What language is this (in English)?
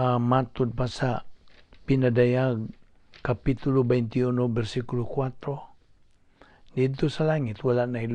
Cebuano